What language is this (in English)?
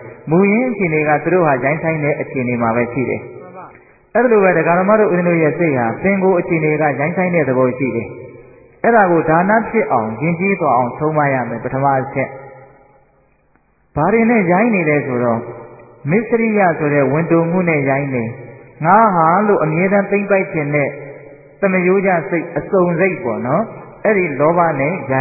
Burmese